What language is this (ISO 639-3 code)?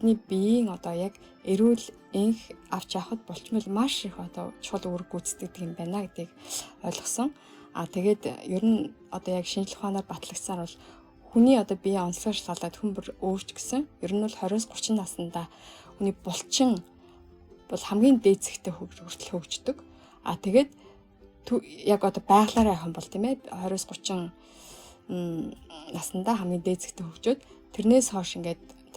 mon